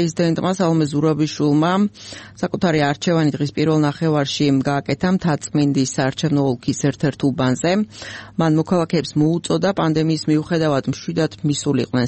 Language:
Georgian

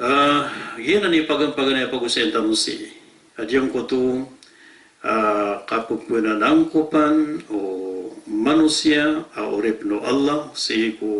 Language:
Maranao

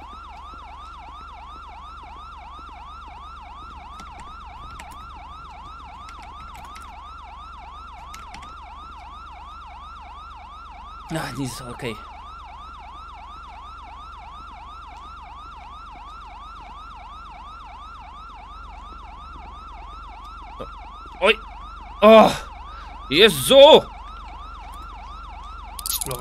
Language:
Polish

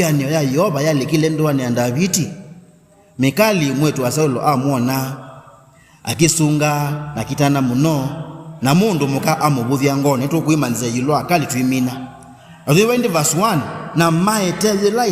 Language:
Kamba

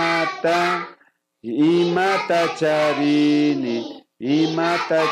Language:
Imbabura Highland Quichua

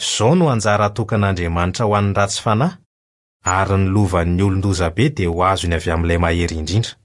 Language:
Malagasy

